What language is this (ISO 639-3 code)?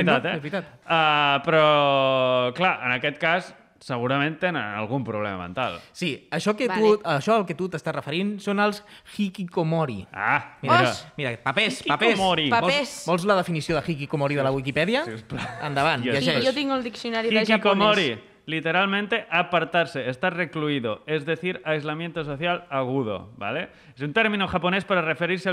cat